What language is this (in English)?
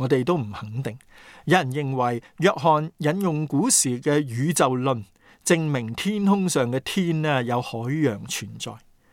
Cantonese